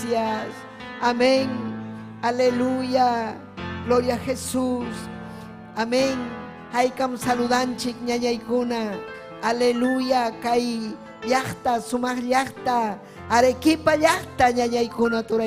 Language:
Ayacucho Quechua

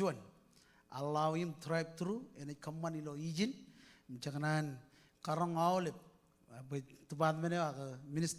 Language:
Marshallese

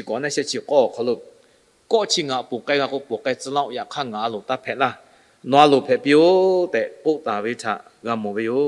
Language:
Lahu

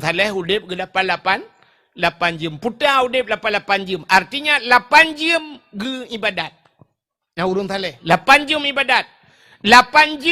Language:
Achinese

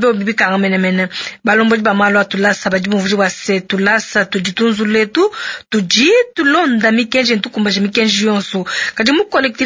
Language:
Luba-Lulua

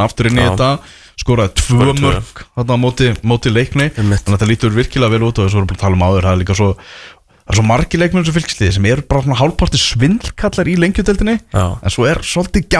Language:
Icelandic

